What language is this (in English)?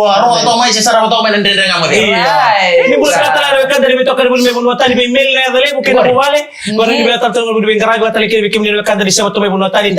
Fijian